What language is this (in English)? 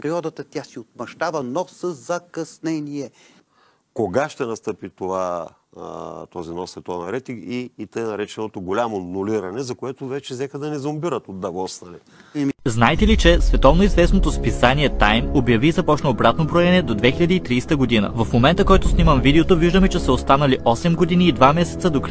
Bulgarian